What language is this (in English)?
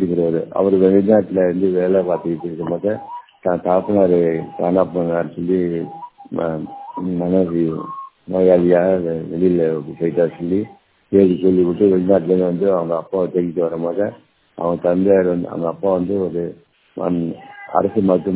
Tamil